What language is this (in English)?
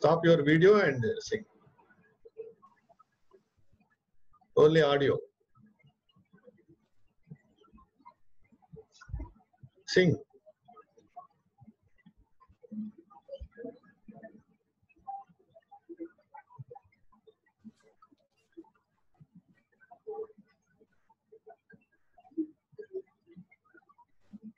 Telugu